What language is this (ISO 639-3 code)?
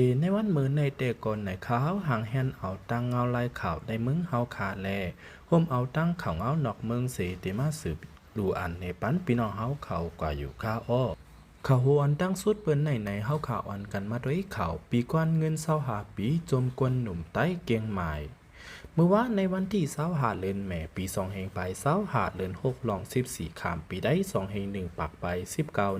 lao